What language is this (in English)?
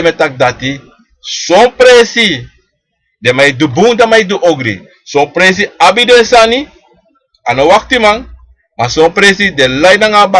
Sranan Tongo